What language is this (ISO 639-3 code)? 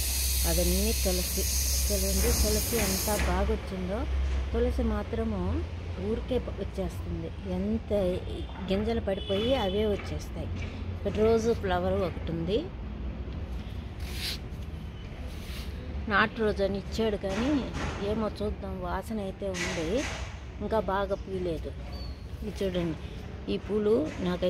tel